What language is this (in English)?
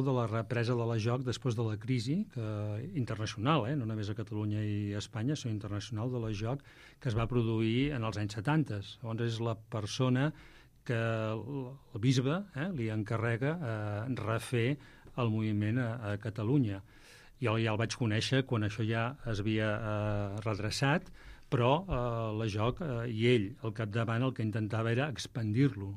Catalan